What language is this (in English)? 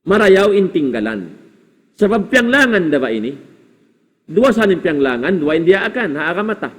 Tausug